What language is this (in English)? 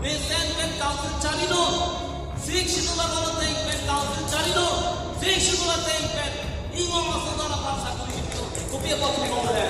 Karbi